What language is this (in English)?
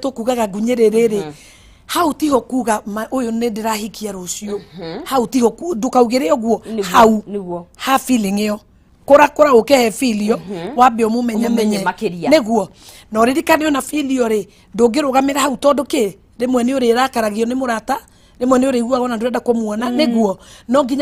Kikuyu